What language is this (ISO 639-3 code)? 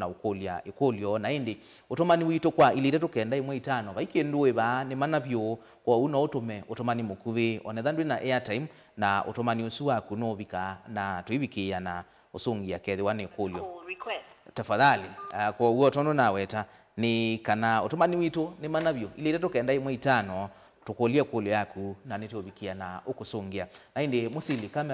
kam